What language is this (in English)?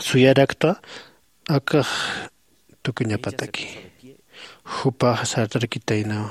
Aymara